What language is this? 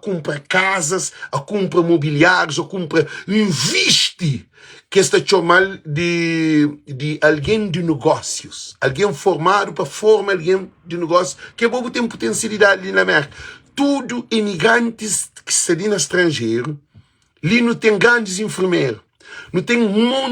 Kabuverdianu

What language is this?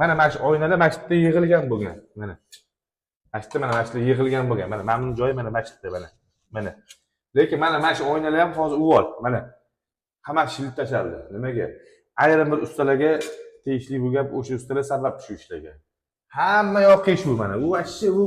Uzbek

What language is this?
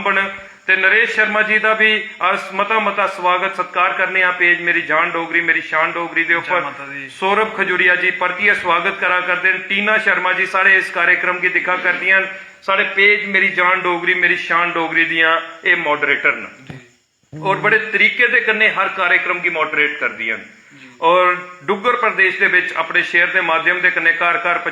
Dogri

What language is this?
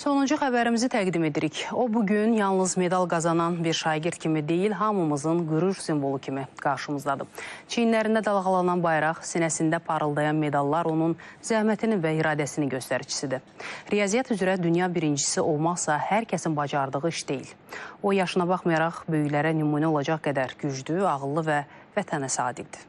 Azerbaijani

